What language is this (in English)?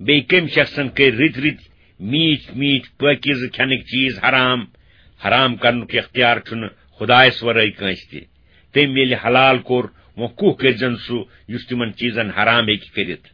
Kashmiri